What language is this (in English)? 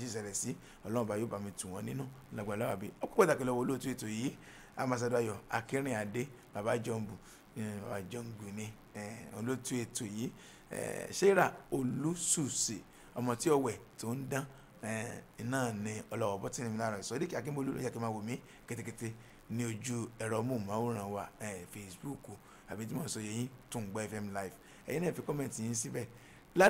Yoruba